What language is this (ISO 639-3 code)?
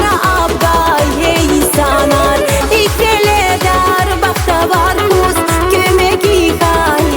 tab